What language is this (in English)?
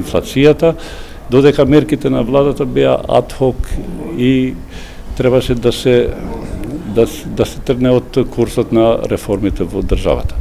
Macedonian